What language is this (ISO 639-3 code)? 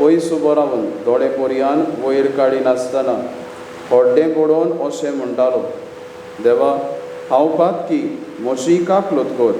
kok